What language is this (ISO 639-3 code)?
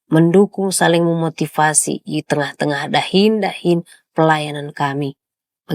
btx